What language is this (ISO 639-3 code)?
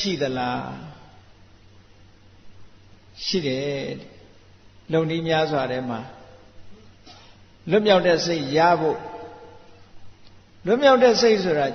mya